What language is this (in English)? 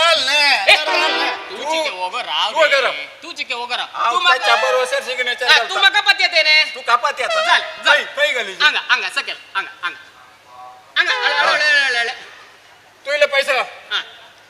Konkani